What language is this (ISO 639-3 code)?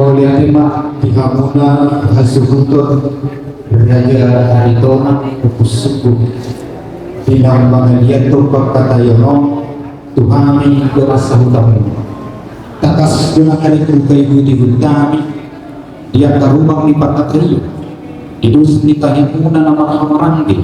bbc